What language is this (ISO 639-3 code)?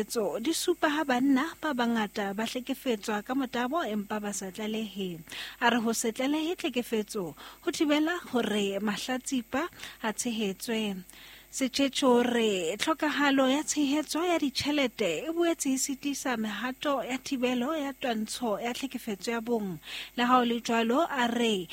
sot